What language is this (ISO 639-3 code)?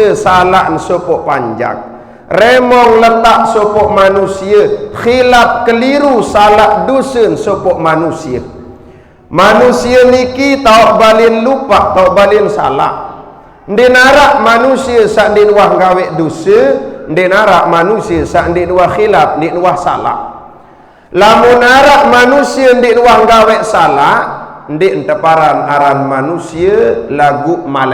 sas